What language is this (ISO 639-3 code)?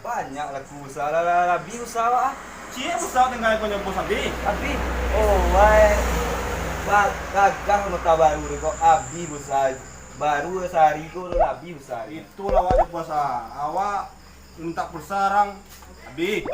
min